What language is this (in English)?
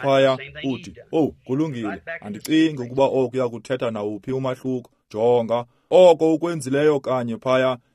Xhosa